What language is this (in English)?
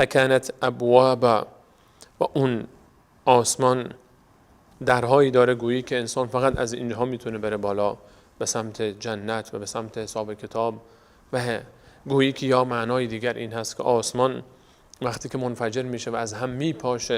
Persian